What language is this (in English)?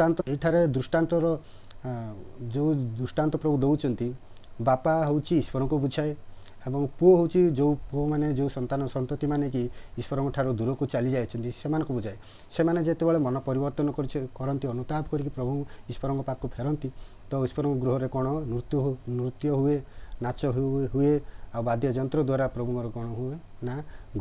Odia